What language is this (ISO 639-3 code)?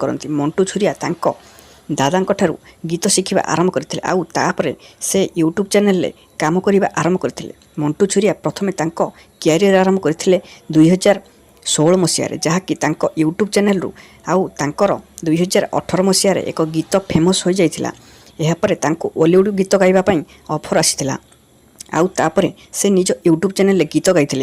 ori